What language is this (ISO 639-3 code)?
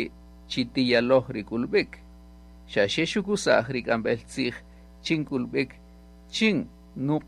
cak